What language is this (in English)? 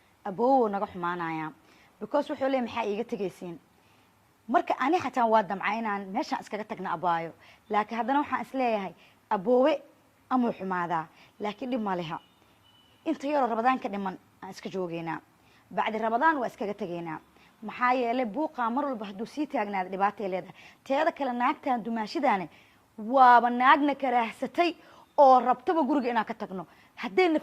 Somali